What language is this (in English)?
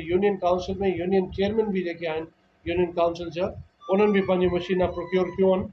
Sindhi